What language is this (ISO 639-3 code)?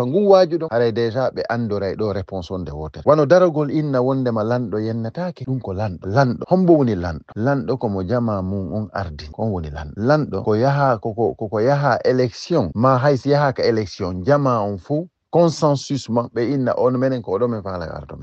ful